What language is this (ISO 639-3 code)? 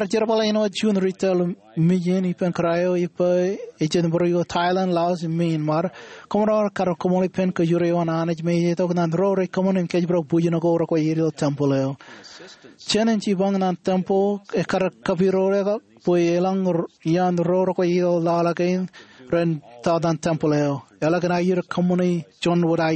mah